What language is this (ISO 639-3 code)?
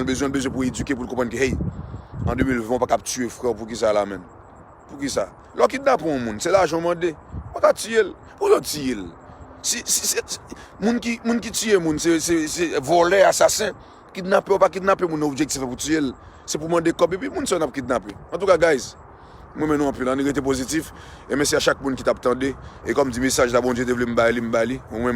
hat